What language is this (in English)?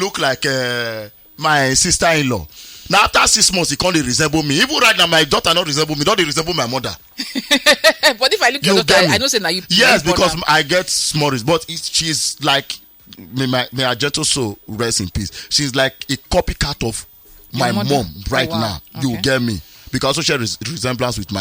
Nigerian Pidgin